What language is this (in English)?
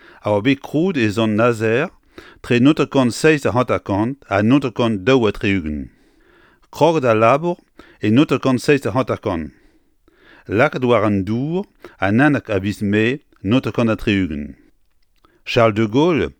Breton